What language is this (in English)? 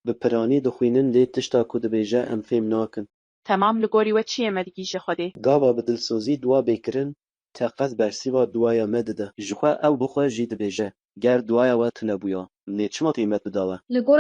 Kurdish